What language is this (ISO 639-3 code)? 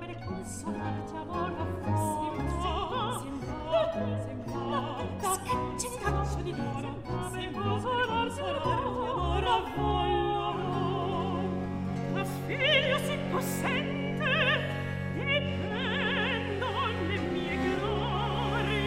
ita